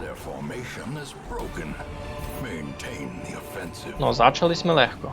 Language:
Rusyn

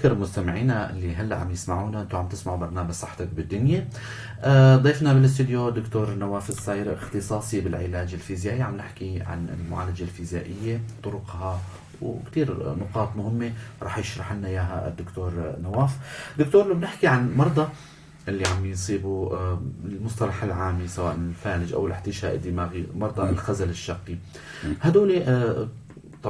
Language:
North Levantine Arabic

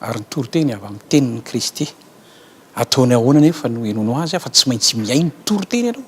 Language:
Malagasy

